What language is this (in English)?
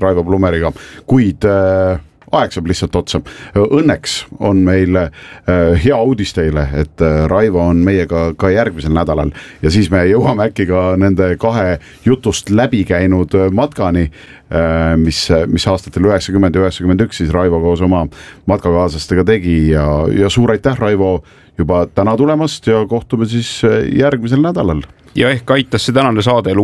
Estonian